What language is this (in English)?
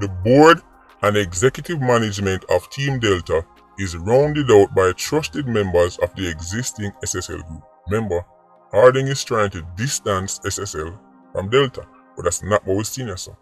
Jamaican Creole English